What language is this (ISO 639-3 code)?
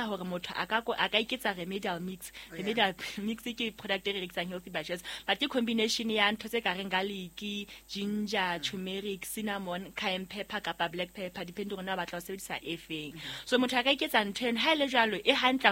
sot